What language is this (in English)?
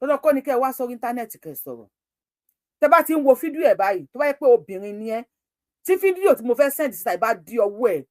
Yoruba